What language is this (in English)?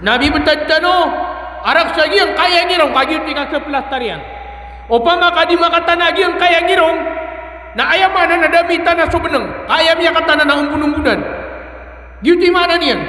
Maranao